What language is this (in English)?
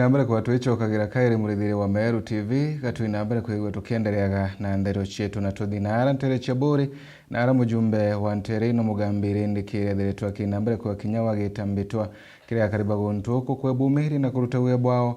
Meru